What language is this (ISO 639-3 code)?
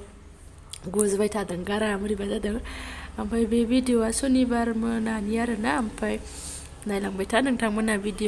brx